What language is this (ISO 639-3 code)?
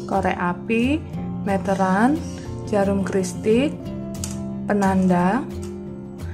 ind